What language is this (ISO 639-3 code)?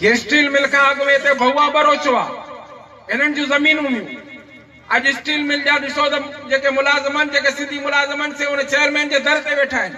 snd